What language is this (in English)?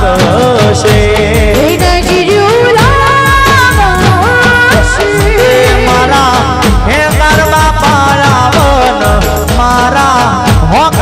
Gujarati